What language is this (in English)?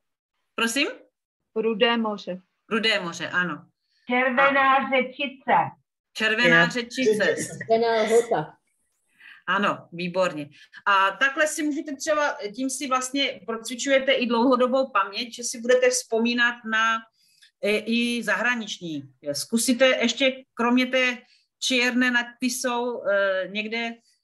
Czech